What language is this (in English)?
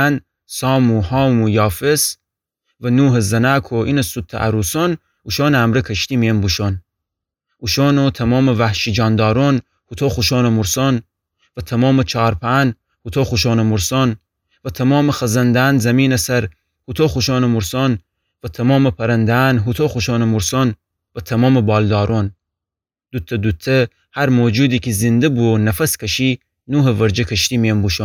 Gilaki